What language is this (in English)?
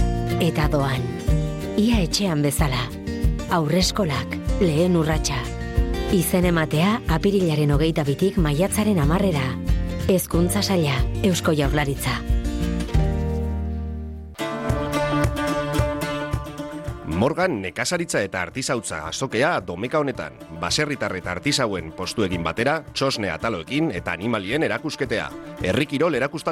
Basque